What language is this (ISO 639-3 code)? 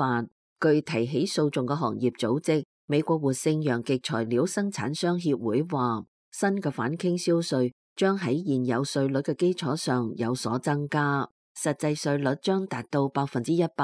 yue